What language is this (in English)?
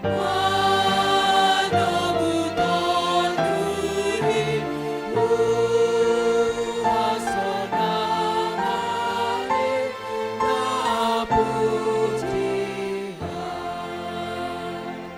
Batak Simalungun